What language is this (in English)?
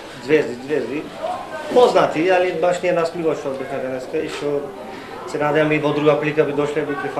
Macedonian